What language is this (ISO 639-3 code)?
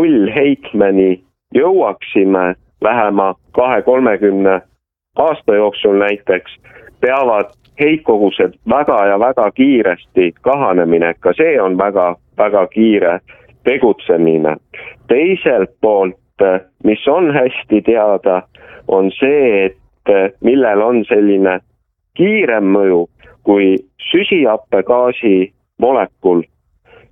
est